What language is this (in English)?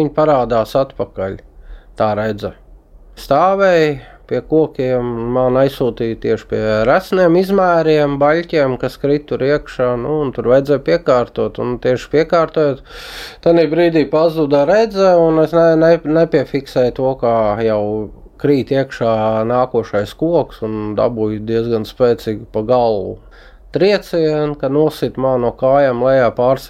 Latvian